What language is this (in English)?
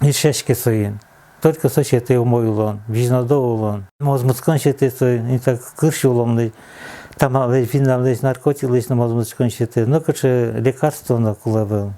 Udmurt